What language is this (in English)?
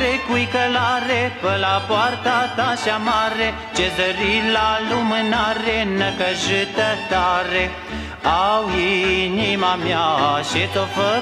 Romanian